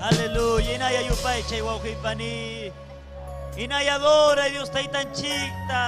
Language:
Ayacucho Quechua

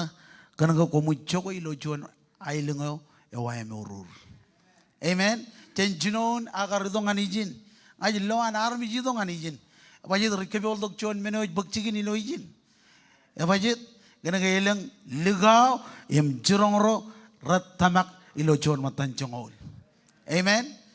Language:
Marshallese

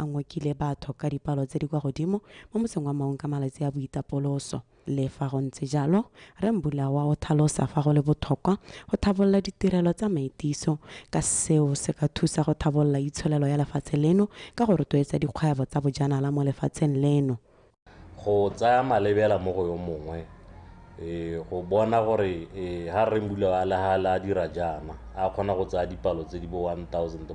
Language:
Tswana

